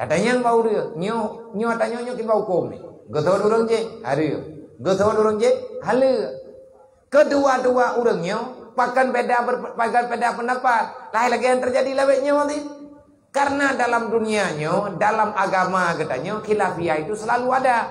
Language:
Achinese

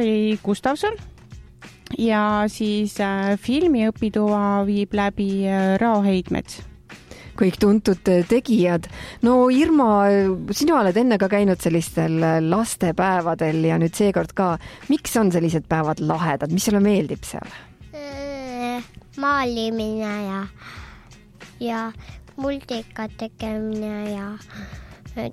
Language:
Estonian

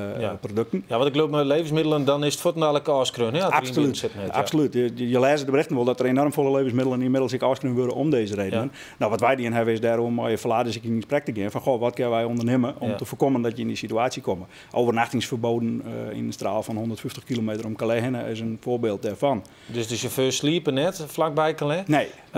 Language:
Western Frisian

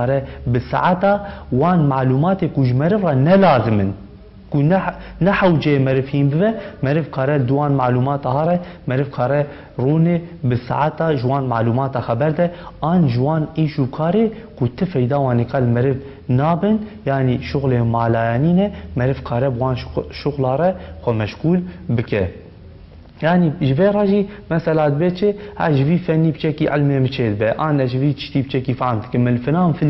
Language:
Kurdish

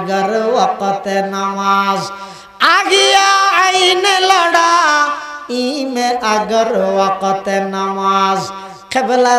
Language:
Bangla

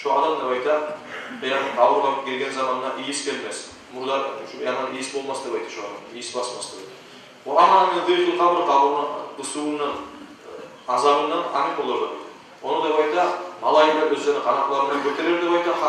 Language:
Kumyk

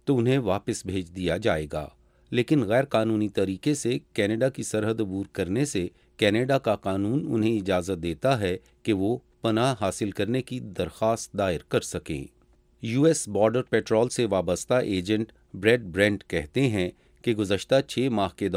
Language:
Urdu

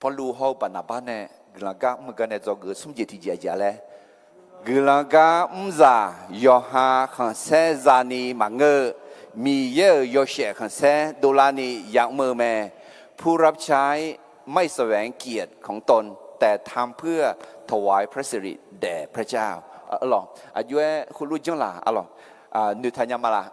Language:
Akha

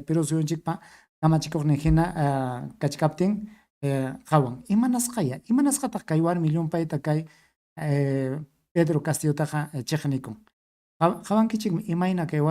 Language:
Ayacucho Quechua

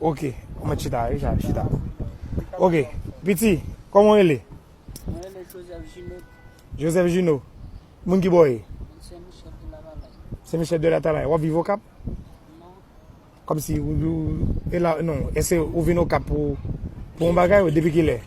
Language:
Haitian Creole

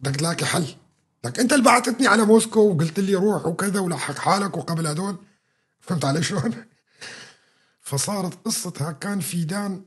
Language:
North Levantine Arabic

